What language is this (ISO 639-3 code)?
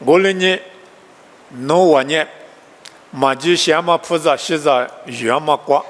lis